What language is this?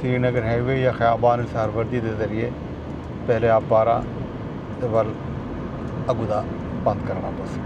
Saraiki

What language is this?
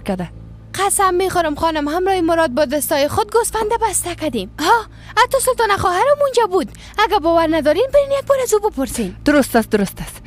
Persian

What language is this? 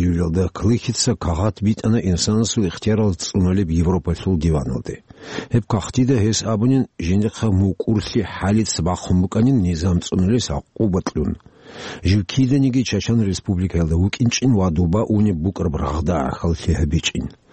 Avaric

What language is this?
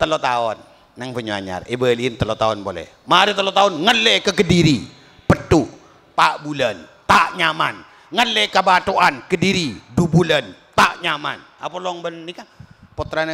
Madurese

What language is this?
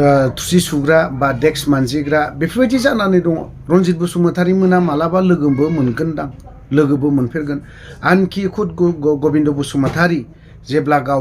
Bodo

